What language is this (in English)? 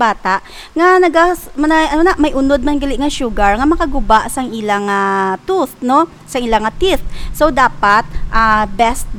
Hiligaynon